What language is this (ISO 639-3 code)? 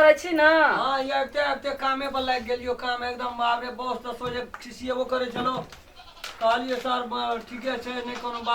mai